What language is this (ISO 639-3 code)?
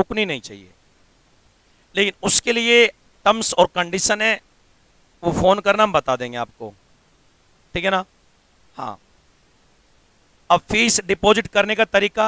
hin